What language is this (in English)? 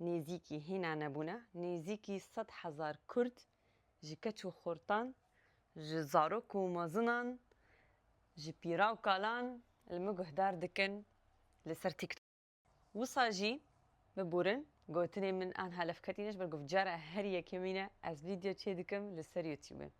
Kurdish